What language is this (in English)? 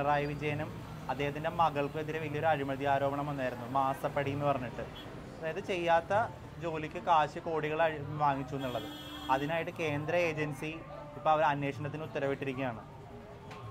Malayalam